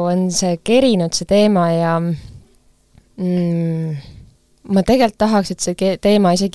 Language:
Estonian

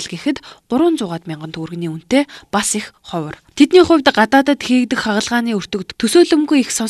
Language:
Mongolian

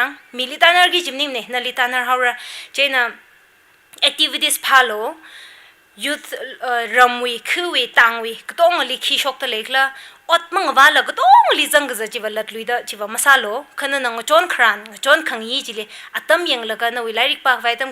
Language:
Tangkhul Naga (India)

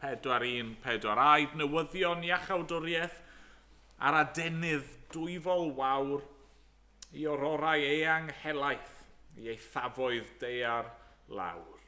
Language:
Welsh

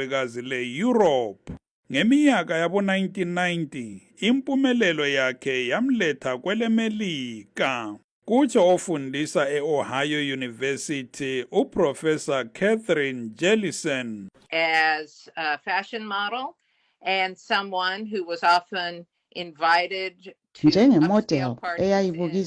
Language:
North Ndebele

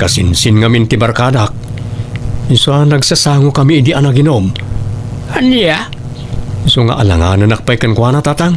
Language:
Iloko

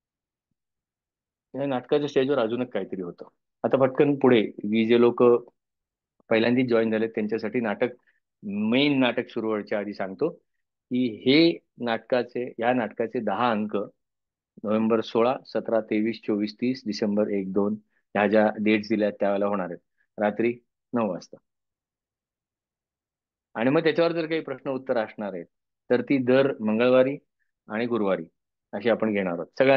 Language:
Marathi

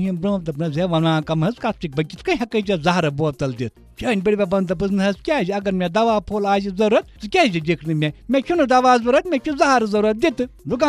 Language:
Kashmiri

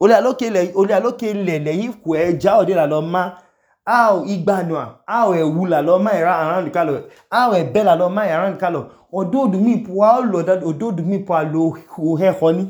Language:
Idoma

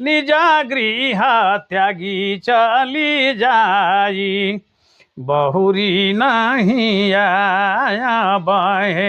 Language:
Sadri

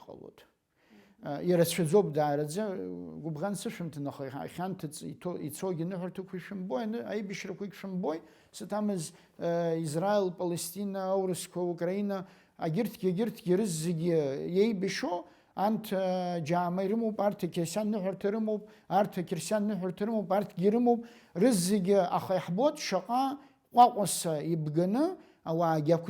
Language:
Abkhazian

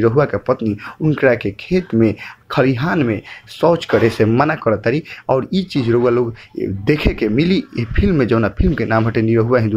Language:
Bhojpuri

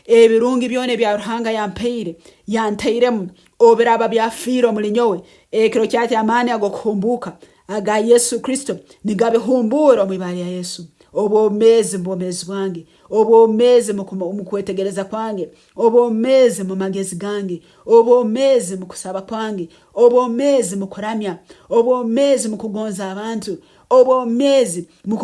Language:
Nyankole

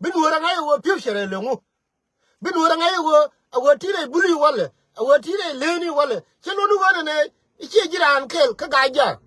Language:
Nuer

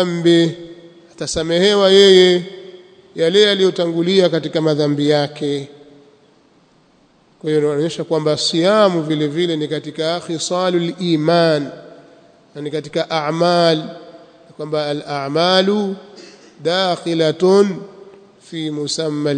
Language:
Swahili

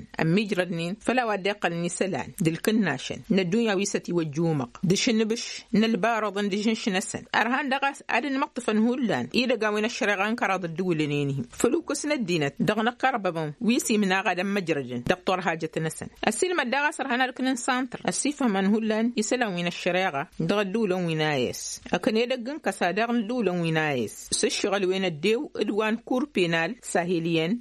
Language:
Tamasheq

